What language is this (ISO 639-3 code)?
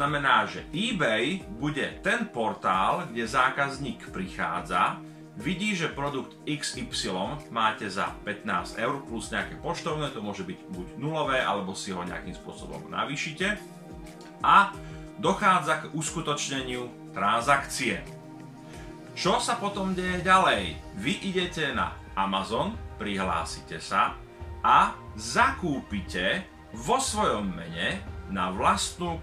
slk